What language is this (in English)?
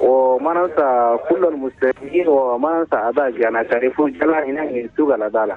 Chadian Arabic